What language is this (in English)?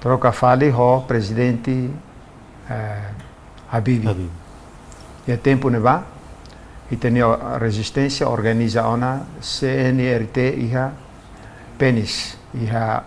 Tetum